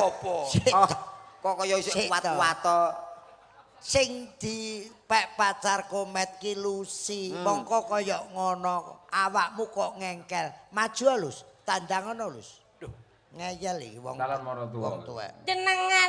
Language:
Javanese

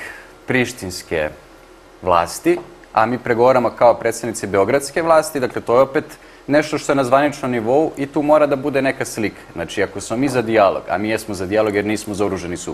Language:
Serbian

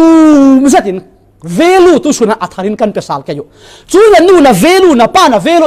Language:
Falam Chin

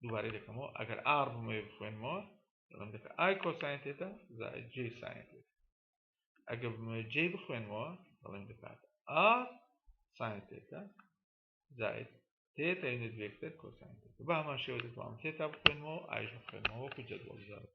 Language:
Central Kurdish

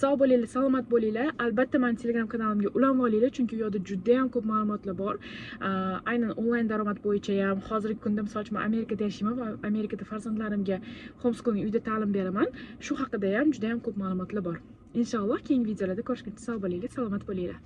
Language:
Uzbek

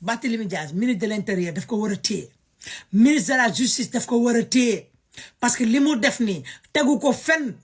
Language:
Wolof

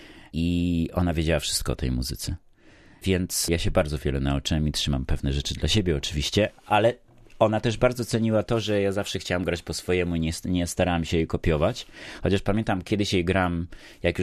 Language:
Polish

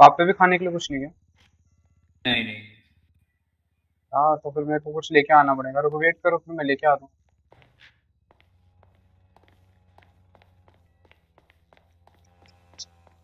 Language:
Hindi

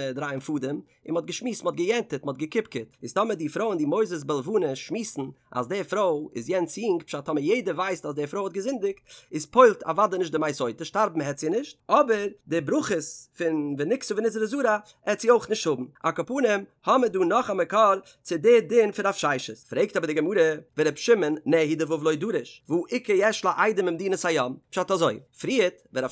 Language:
Yiddish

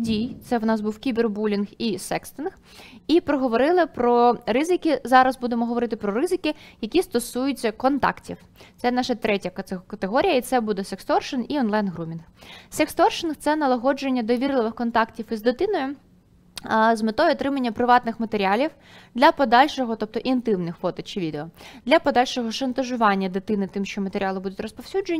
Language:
Ukrainian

